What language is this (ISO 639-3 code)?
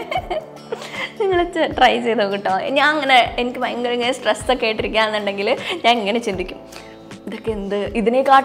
mal